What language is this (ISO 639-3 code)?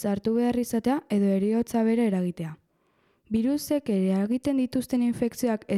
eus